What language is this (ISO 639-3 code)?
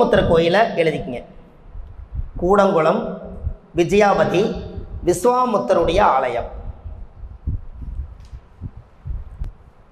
tam